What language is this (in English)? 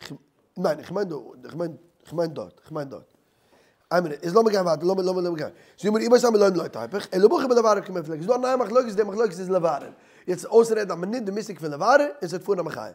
Yiddish